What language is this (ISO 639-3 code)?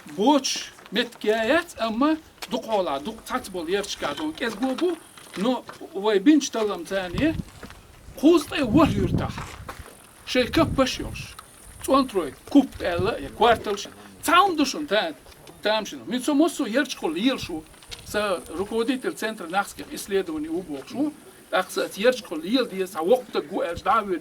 che